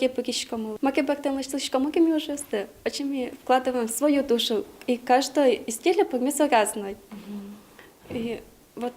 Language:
Udmurt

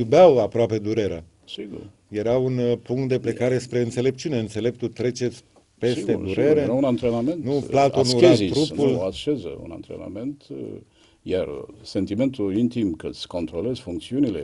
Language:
Romanian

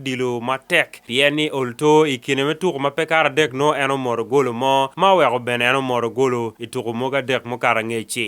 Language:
Acoli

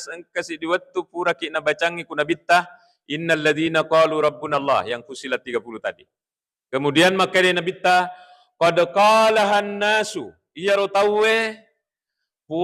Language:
Buginese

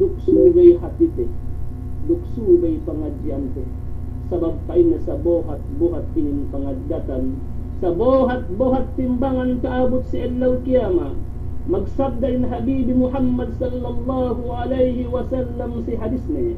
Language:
Yakan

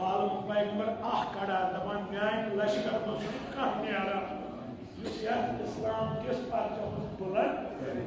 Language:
Kashmiri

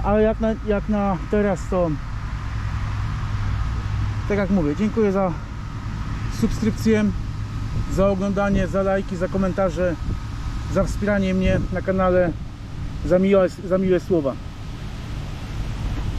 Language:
Polish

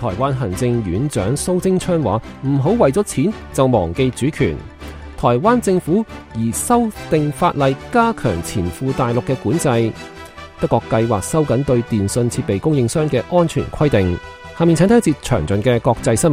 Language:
Cantonese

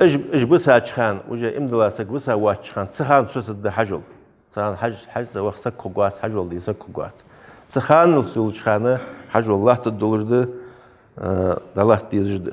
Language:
Ingush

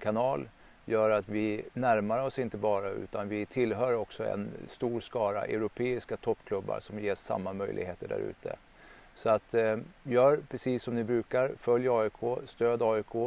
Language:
Swedish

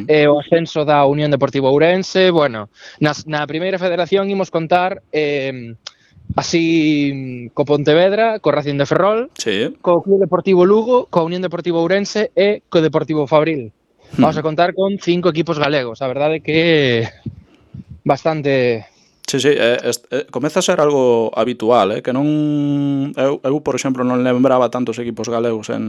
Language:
Galician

